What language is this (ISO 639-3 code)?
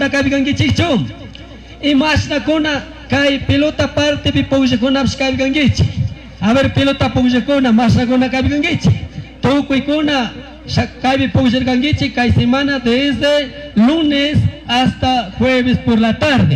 qug